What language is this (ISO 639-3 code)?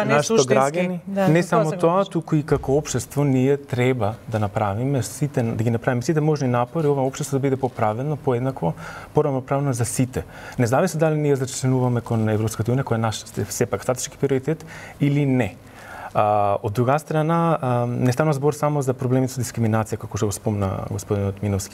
mkd